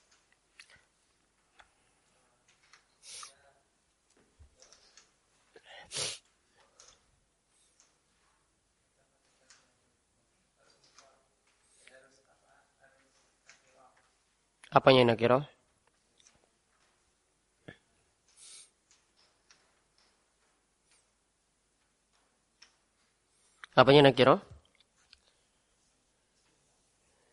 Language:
Indonesian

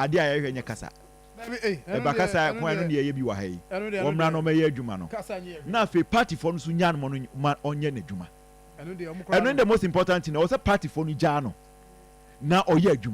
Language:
Akan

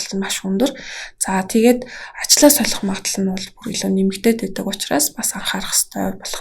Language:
Mongolian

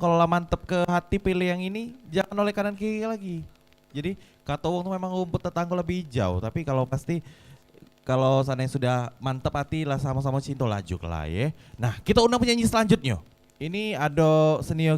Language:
Musi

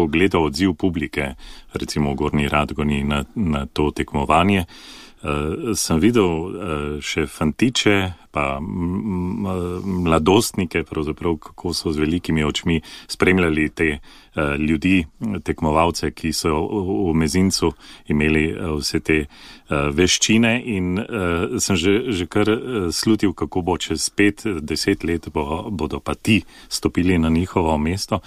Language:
Slovenian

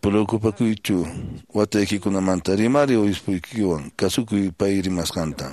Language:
Quechua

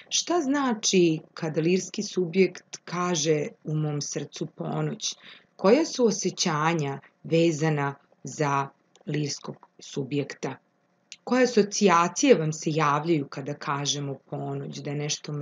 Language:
Serbian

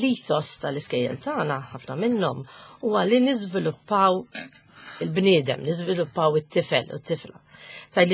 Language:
Maltese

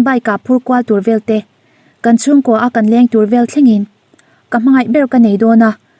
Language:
Mizo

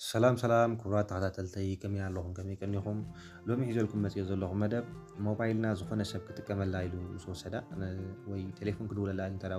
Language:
Tigrinya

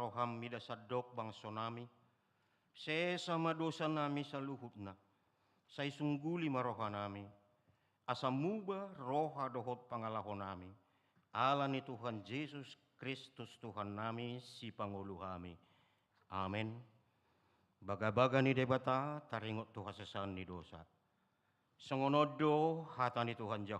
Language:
Batak Toba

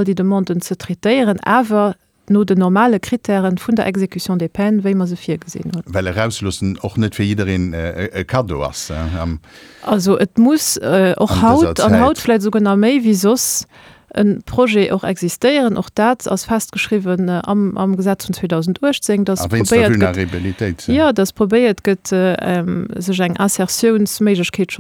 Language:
Luxembourgish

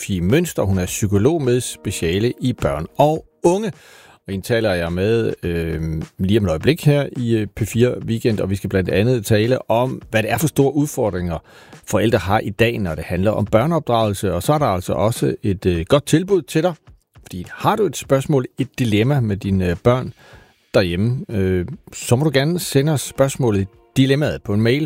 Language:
Danish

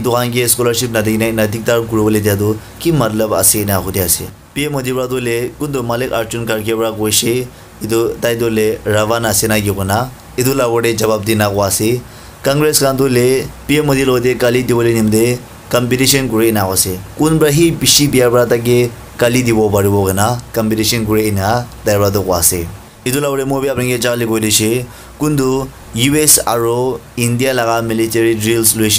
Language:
Naga Pidgin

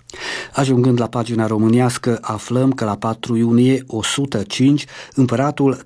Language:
Romanian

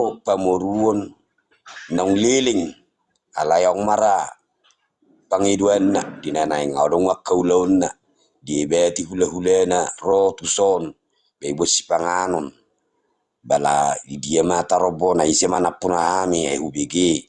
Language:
Batak Toba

